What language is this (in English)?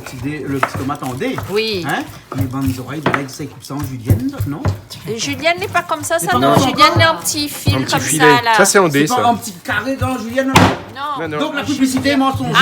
Réunion Creole French